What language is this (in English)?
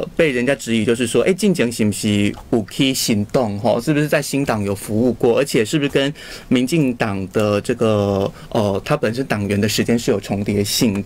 Chinese